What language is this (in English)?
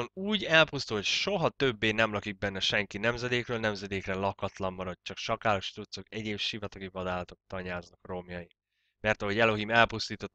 Hungarian